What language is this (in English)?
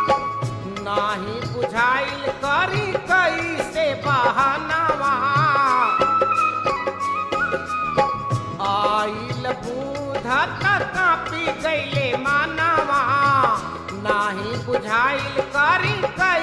Bhojpuri